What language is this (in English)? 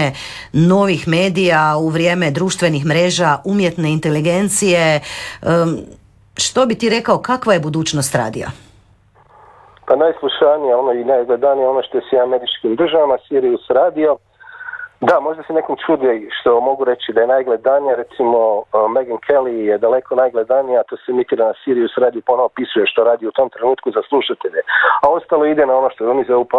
Croatian